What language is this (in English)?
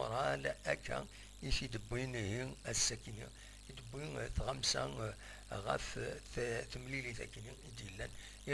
Kabyle